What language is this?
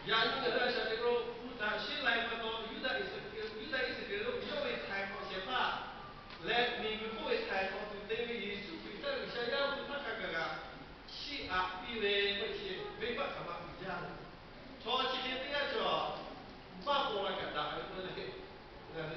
Lahu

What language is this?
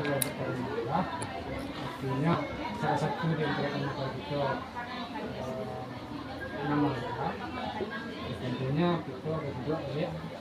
Minangkabau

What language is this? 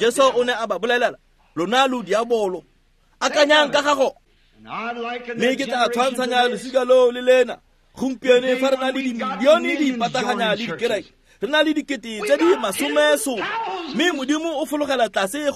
Tswana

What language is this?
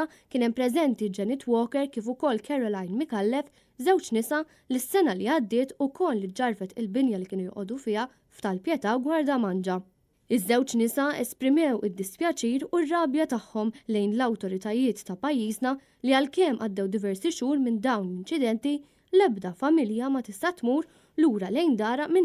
Maltese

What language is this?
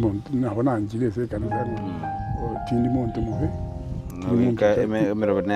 Gusii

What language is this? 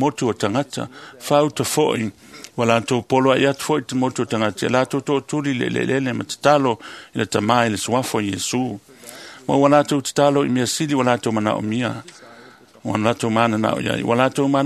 Samoan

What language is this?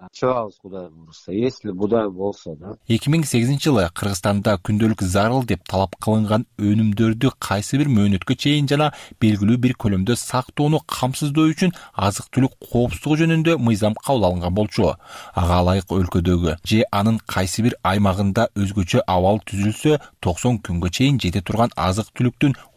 Kyrgyz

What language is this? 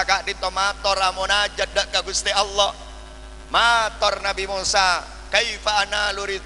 Madurese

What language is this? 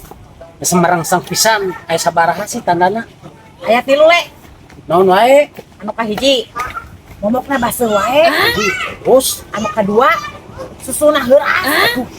Sundanese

